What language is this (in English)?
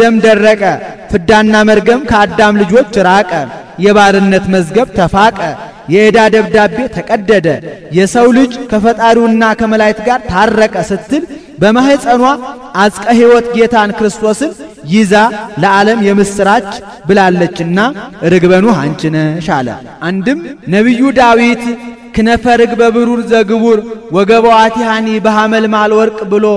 Amharic